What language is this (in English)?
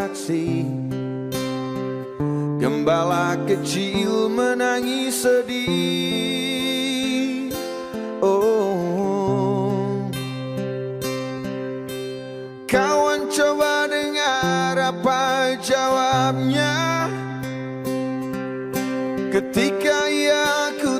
Indonesian